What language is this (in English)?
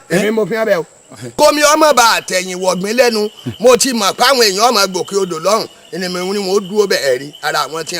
Yoruba